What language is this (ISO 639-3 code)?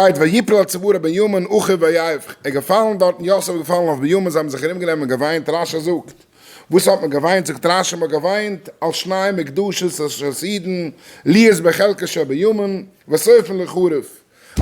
yid